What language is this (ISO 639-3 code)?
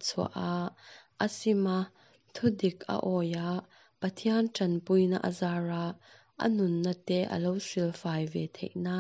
lus